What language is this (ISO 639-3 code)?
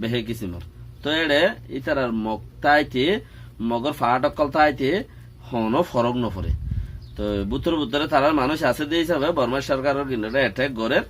rhg